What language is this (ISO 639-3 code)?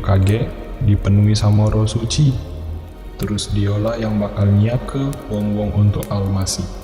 mui